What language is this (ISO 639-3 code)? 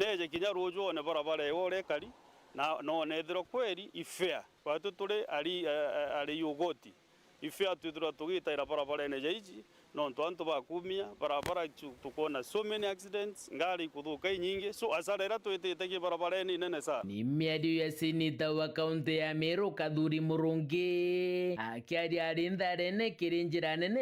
mer